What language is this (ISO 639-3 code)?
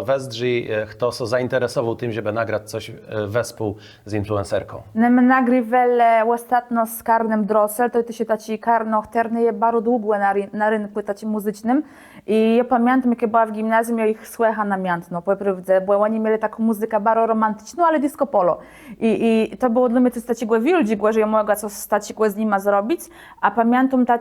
csb